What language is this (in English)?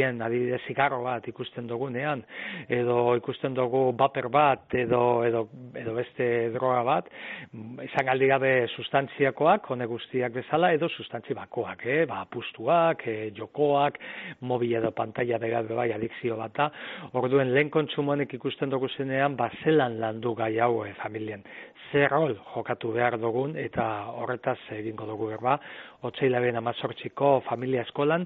Basque